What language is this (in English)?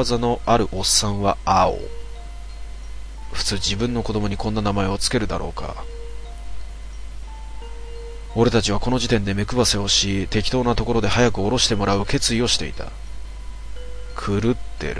Japanese